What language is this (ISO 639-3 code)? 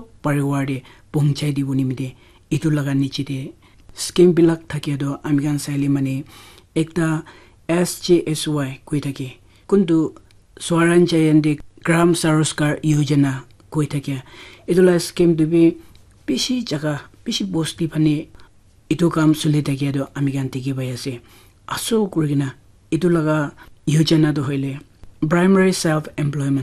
nag